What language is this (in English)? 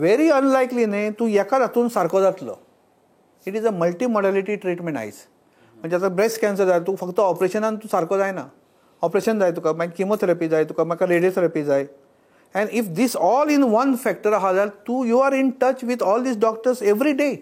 Konkani